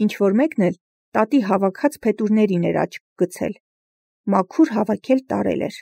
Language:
Armenian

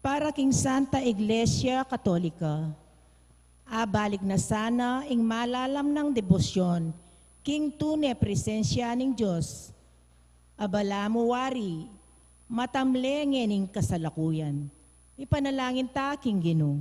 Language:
Pampanga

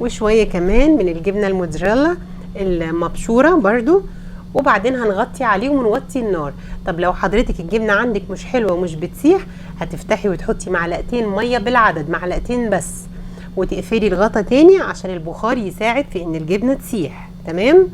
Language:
Egyptian Arabic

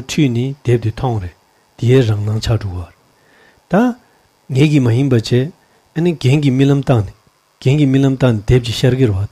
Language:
Tibetan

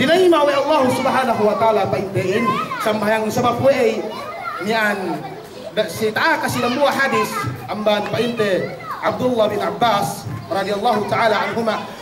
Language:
Yakan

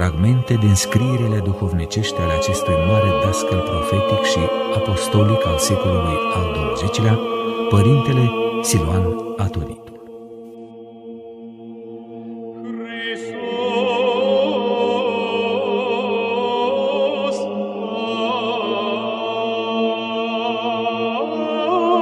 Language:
Romanian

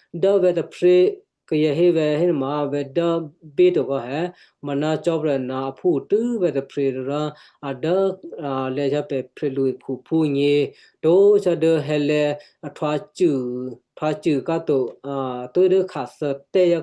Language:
Western Kayah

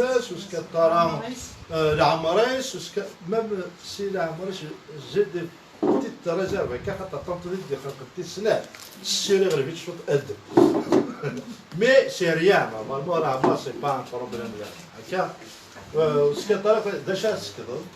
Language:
Kabyle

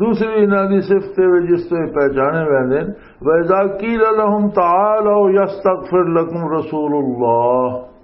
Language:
Western Panjabi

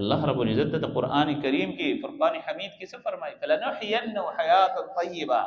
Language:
Pashto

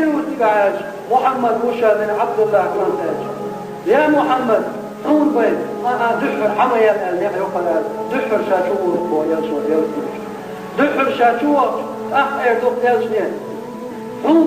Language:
Chechen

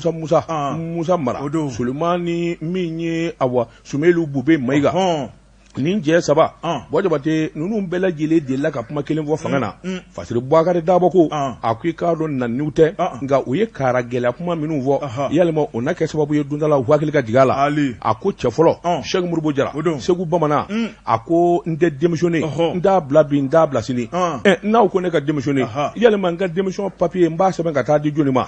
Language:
Bambara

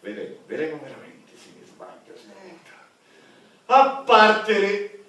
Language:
Sicilian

